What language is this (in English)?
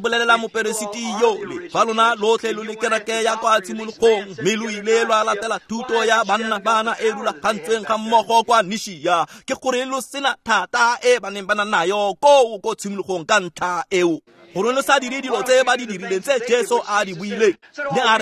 Tswana